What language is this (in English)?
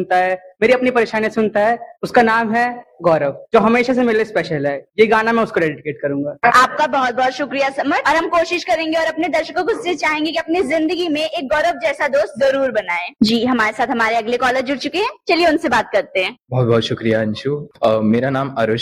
Hindi